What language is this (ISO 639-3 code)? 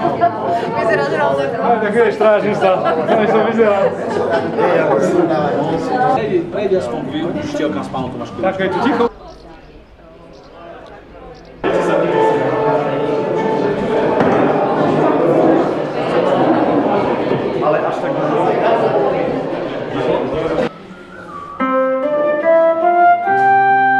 slk